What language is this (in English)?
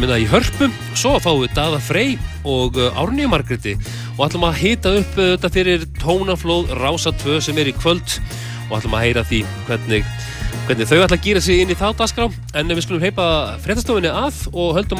Icelandic